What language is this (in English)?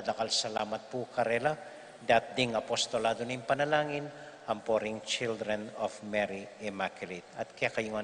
Pampanga